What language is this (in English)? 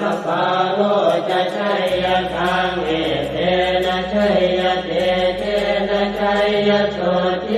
Pali